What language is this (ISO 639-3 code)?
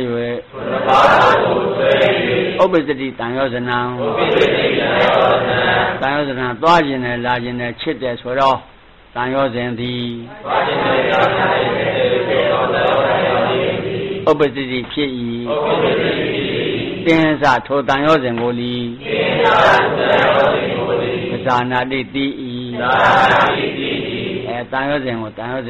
mya